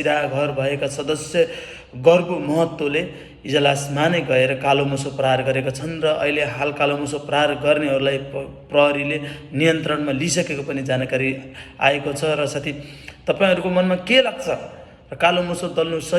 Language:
Nepali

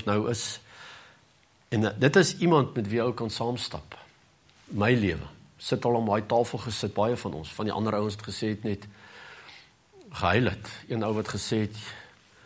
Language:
Afrikaans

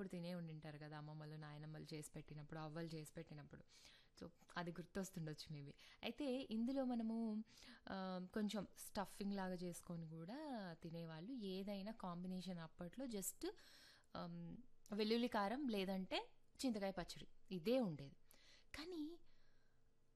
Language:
Telugu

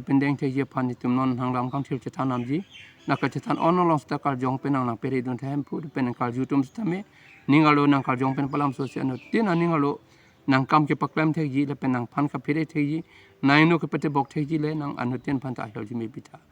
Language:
Karbi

